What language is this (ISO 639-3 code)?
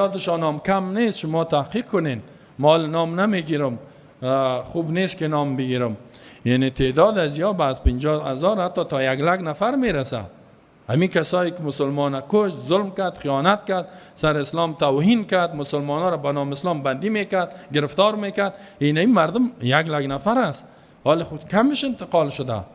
fas